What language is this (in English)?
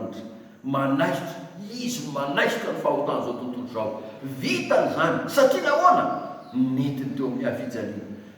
Malagasy